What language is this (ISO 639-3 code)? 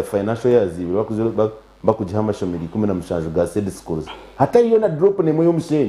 nyn